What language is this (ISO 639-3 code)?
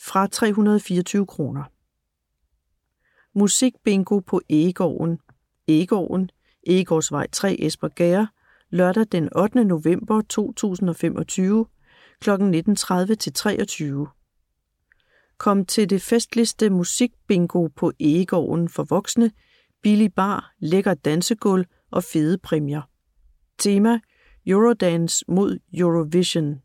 dan